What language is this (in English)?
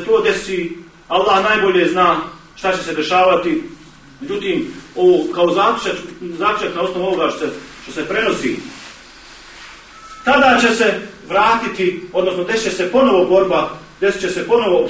Bosnian